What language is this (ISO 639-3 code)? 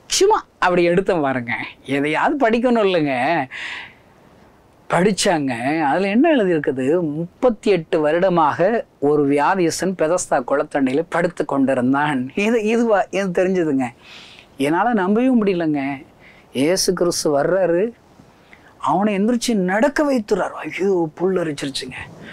tam